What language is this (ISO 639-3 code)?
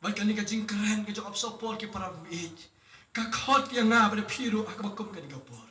kha